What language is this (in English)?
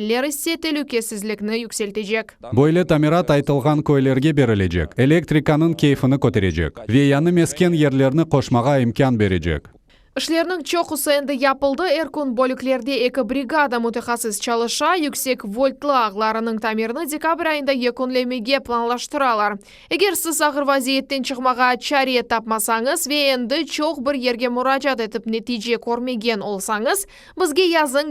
Crimean Tatar